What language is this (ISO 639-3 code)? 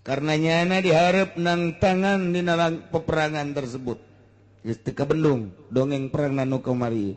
sun